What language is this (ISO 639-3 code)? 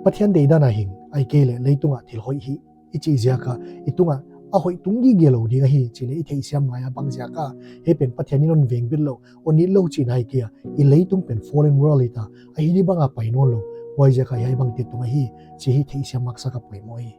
pck